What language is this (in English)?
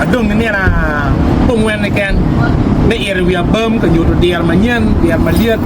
Acoli